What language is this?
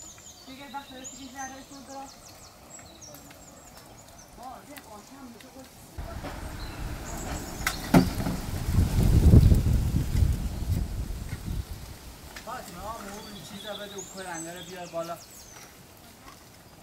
Persian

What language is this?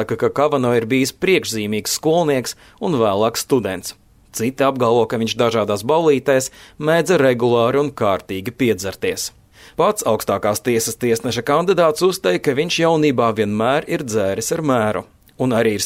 Latvian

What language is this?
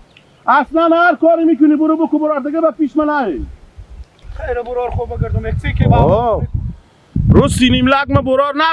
Hazaragi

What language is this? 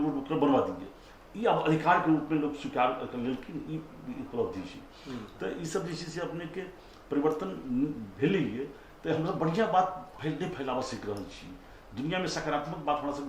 Maithili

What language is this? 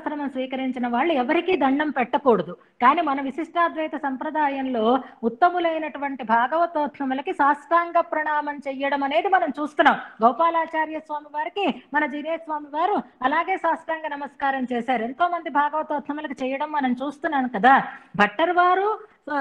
Telugu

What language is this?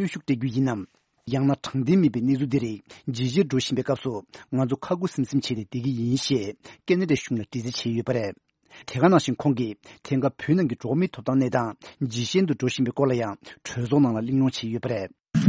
Tibetan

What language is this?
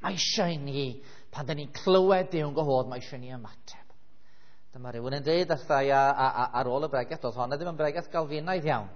Welsh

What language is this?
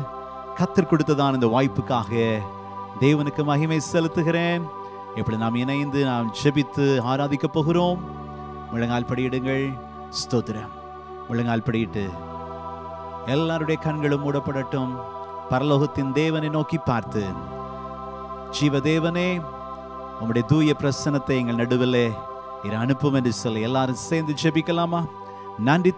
Tamil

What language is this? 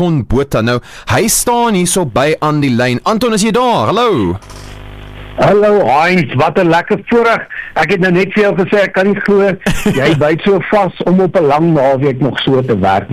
Afrikaans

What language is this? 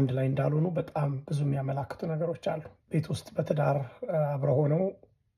Amharic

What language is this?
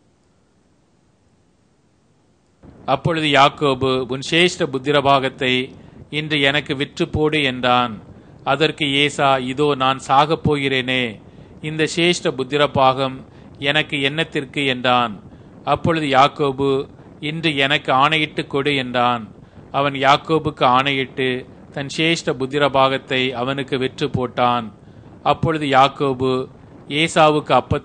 Tamil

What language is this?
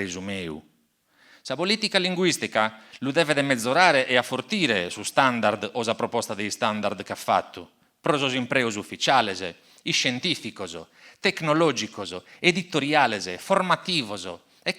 Sardinian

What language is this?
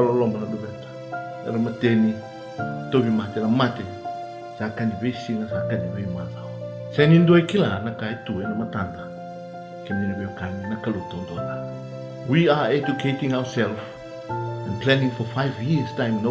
Fijian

